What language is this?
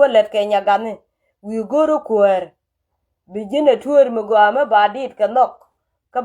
Nuer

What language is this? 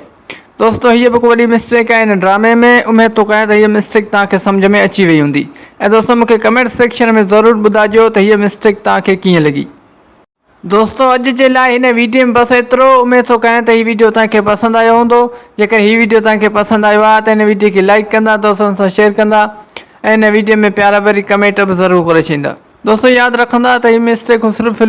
Sindhi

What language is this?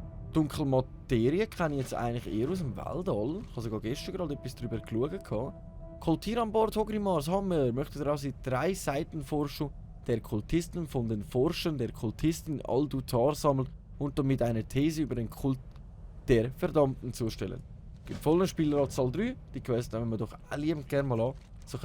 Swiss German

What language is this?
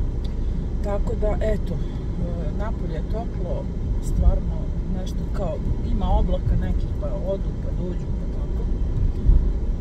Serbian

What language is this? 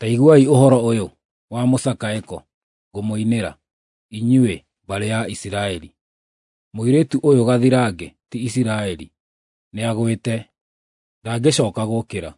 Kikuyu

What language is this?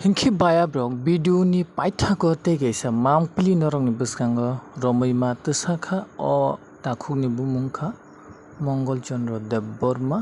Kok Borok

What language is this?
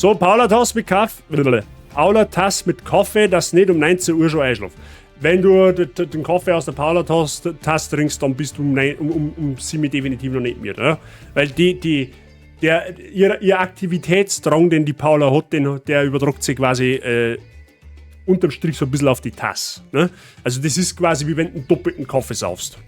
Bavarian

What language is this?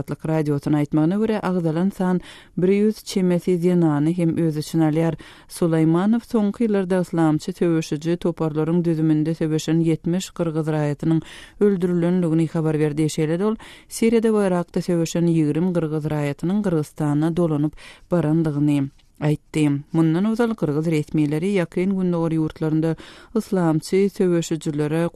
Turkmen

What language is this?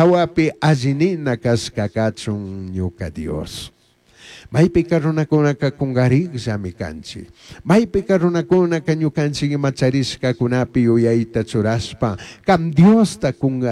Chimborazo Highland Quichua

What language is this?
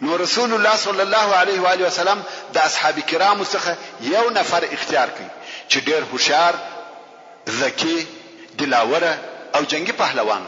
Pashto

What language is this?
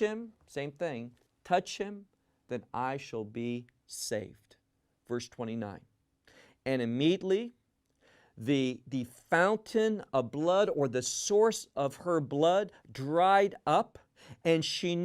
English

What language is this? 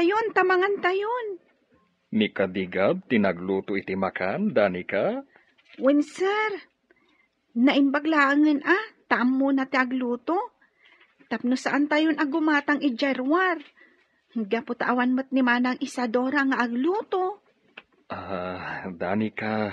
Iloko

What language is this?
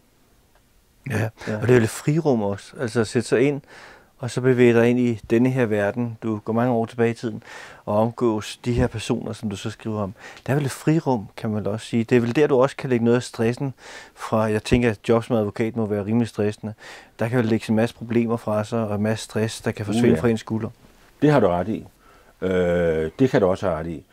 Danish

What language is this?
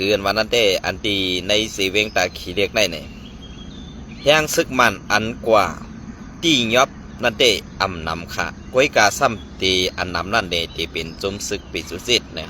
Shan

